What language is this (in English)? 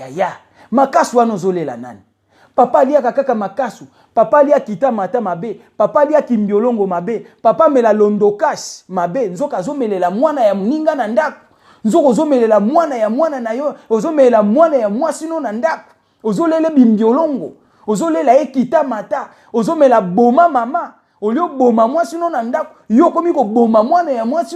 Lingala